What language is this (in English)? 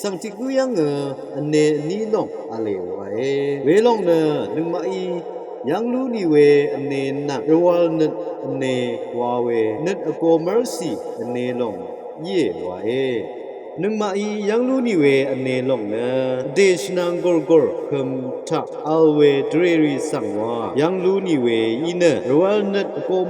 Rawang